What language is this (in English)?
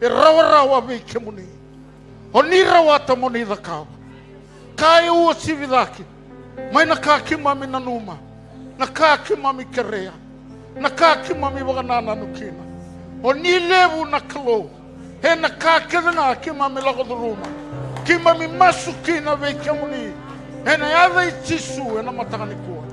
Fijian